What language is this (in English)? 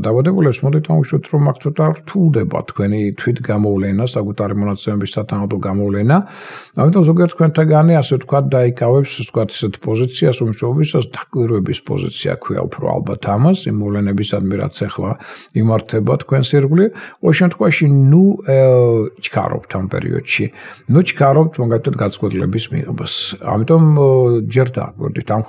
Georgian